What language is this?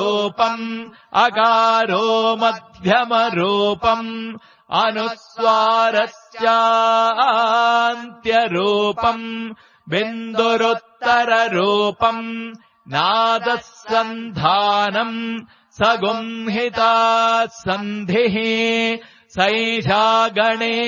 Sanskrit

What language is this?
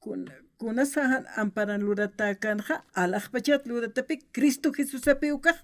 Aymara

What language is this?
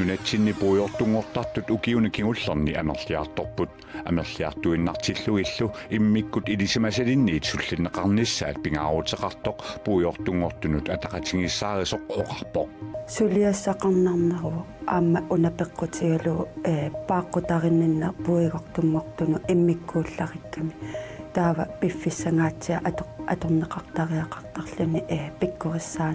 Kalaallisut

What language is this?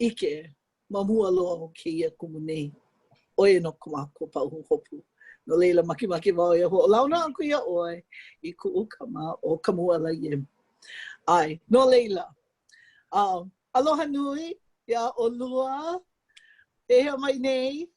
Hawaiian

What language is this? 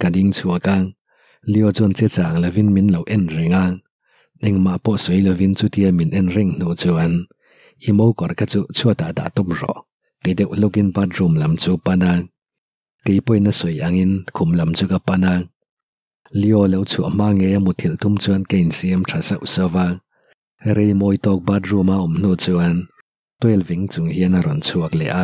Mizo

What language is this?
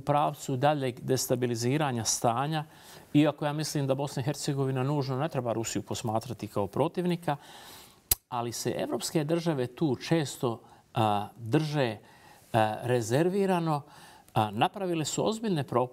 Bosnian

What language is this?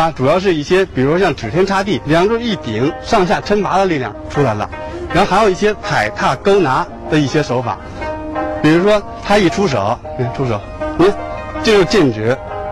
Chinese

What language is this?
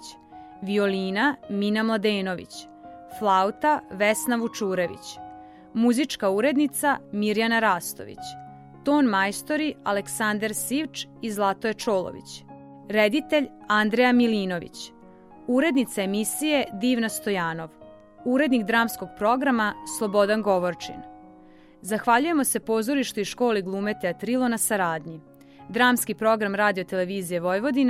Serbian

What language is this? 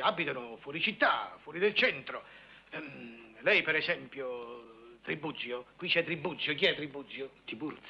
Italian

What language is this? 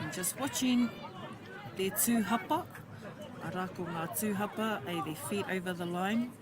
Māori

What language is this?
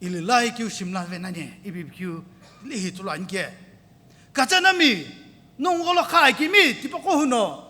Sumi Naga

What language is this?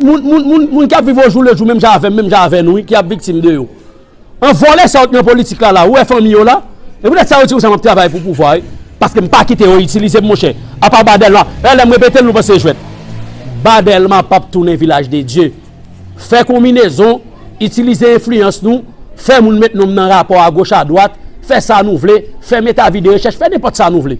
Haitian Creole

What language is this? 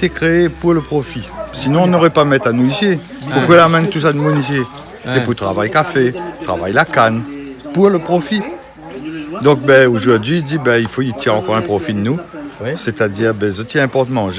Réunion Creole French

